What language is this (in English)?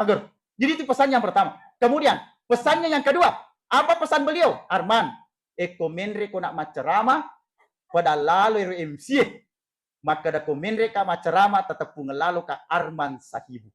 Buginese